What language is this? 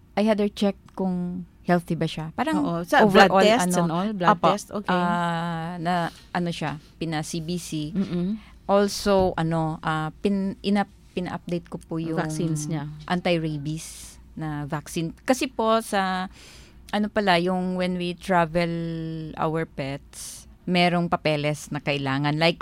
Filipino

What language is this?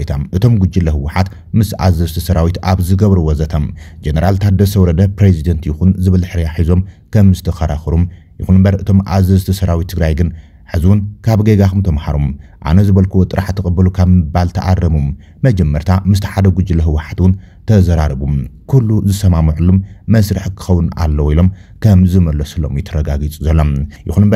Tigrinya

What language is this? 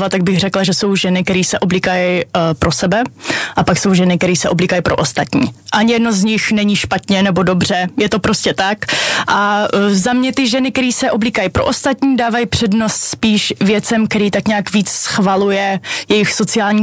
Czech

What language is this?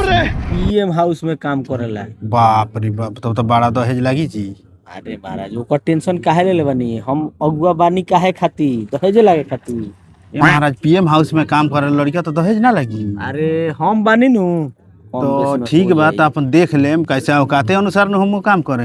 Bhojpuri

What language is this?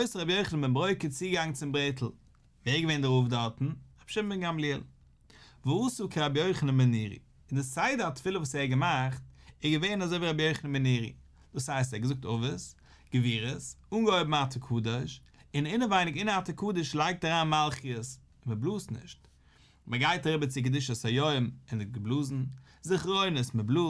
Yiddish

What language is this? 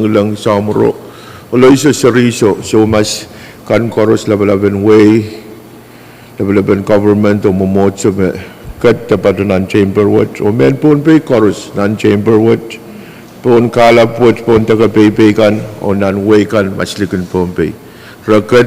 Pohnpeian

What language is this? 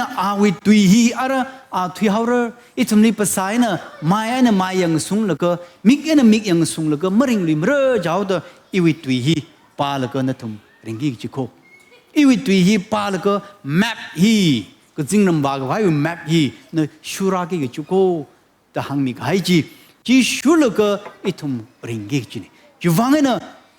Tangkhul Naga (India)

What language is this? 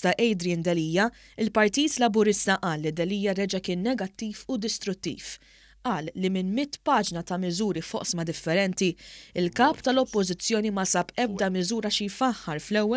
Maltese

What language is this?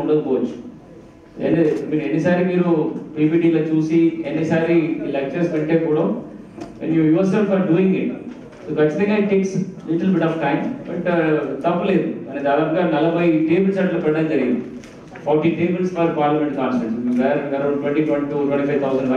Telugu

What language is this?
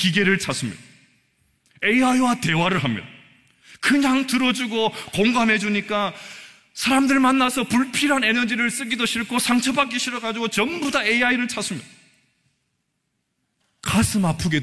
Korean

